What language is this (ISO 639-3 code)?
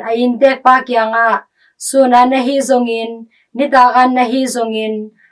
ctd